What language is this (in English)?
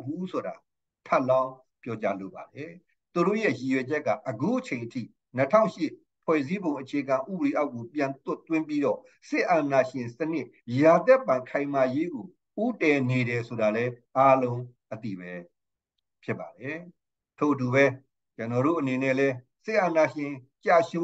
Burmese